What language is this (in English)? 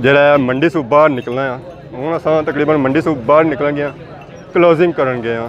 Pahari-Potwari